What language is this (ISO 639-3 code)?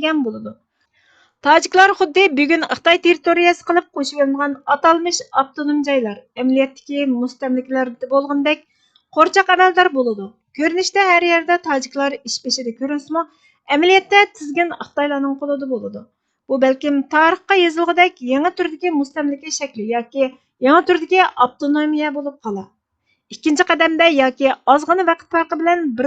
uig